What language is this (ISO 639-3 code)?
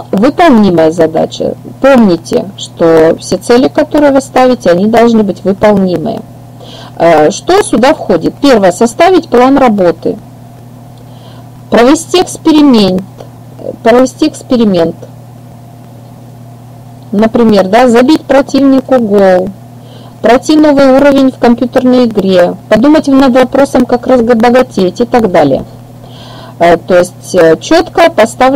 rus